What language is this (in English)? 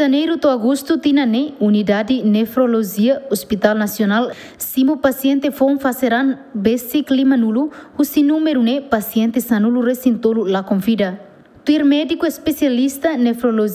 Tetum